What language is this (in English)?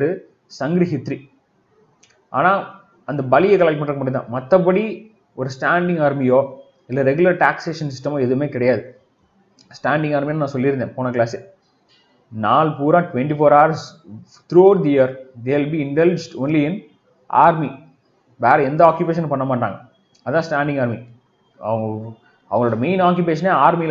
Tamil